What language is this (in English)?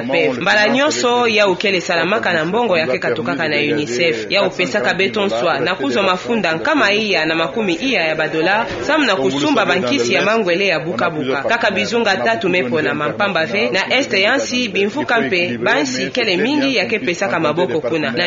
Kituba (Democratic Republic of Congo)